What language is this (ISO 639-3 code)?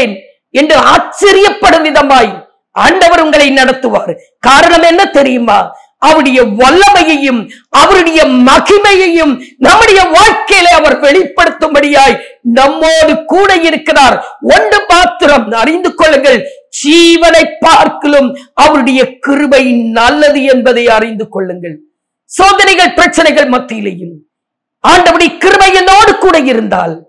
tam